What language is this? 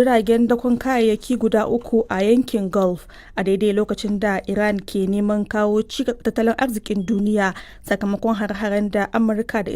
Hausa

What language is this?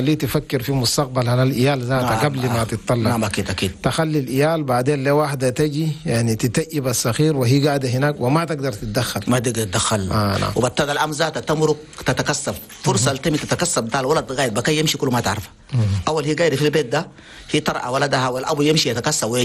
Chadian Arabic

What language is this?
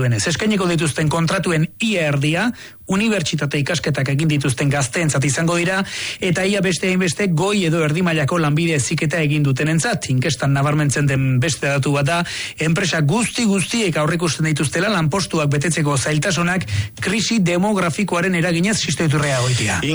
Basque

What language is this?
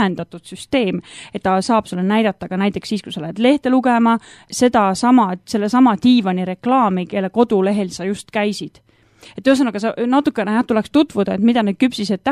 Estonian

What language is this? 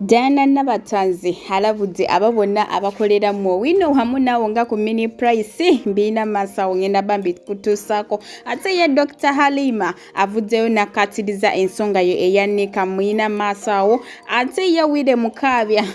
Ganda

